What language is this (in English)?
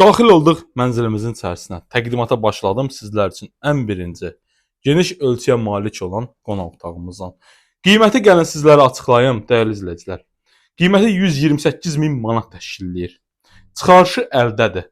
Azerbaijani